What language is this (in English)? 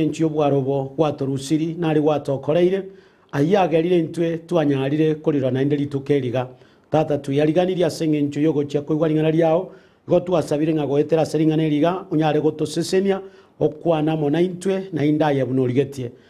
Gusii